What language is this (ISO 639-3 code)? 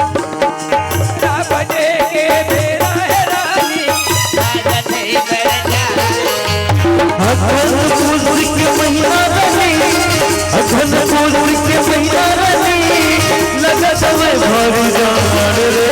hne